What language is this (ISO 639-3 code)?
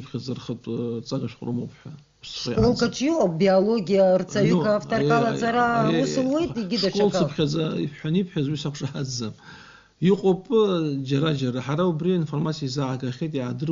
abk